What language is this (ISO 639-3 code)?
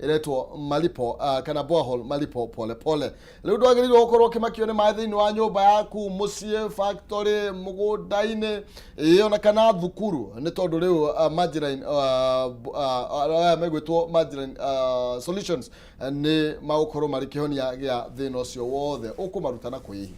kik